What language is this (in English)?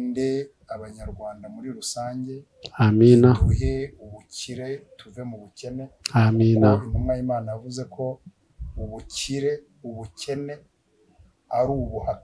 Kinyarwanda